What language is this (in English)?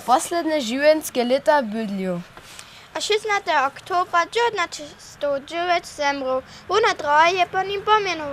Upper Sorbian